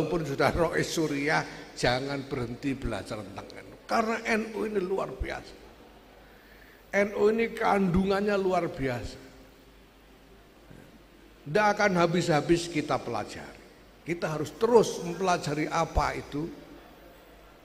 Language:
Indonesian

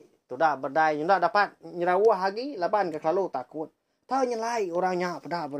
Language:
Iban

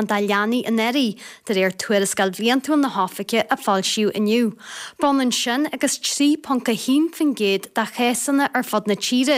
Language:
Irish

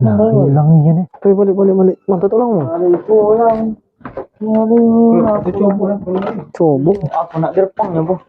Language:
Musi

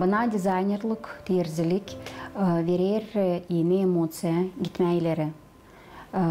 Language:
Gagauz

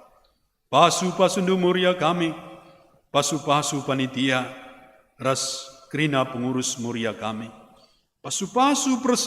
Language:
Batak Karo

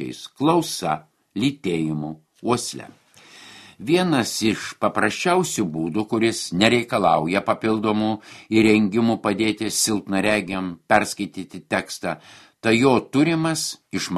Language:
Lithuanian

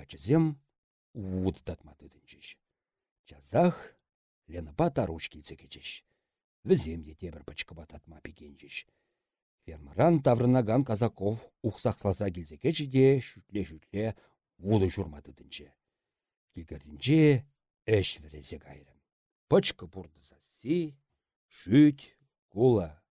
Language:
Chuvash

